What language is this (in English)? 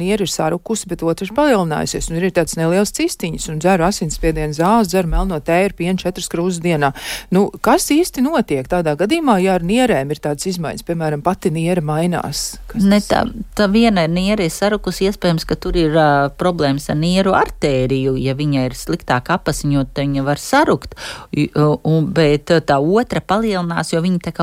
Latvian